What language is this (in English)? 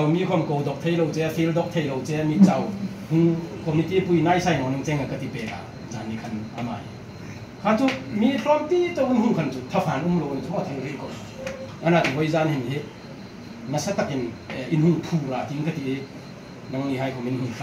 Hmar